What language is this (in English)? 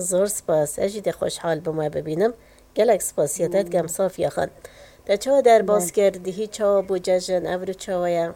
Kurdish